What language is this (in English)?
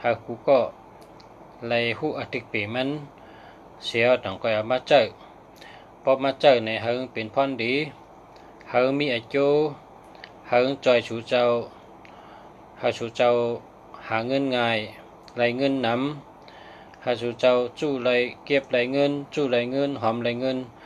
Shan